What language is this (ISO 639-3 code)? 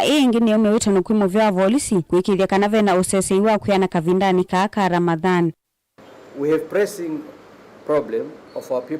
kam